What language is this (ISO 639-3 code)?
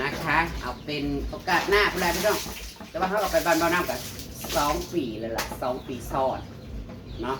tts